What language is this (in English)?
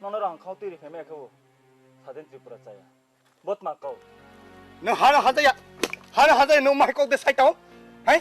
Riang (India)